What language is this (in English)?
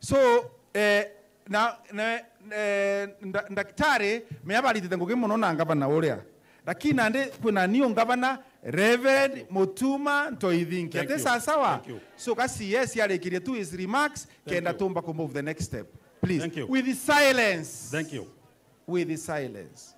Meru